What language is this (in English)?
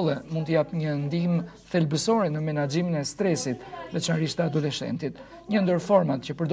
Albanian